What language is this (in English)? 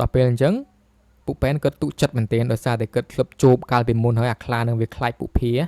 Khmer